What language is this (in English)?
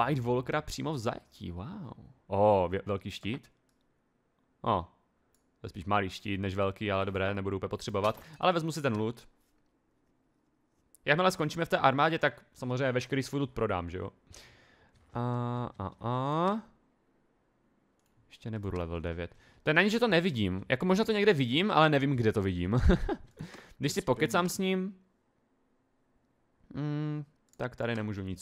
Czech